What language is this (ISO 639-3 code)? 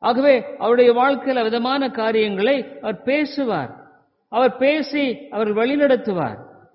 tam